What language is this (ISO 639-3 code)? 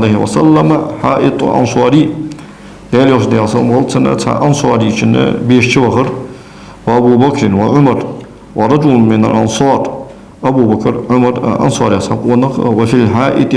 inh